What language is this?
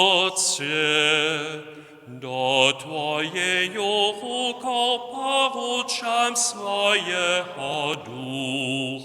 Upper Sorbian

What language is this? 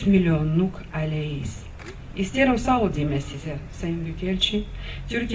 Gagauz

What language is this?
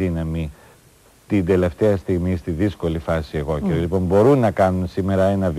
Greek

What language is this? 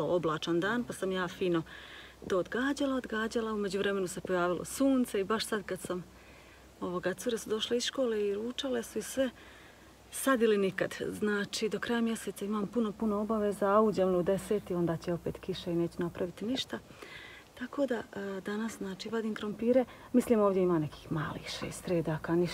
Croatian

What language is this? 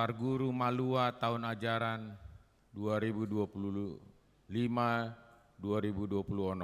Batak Toba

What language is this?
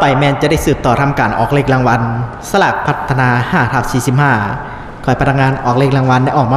Lao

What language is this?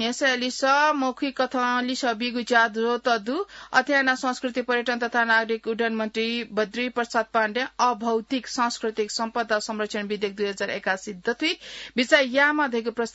Newari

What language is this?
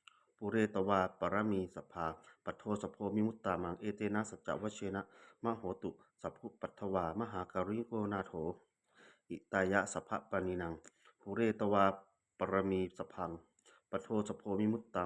Pali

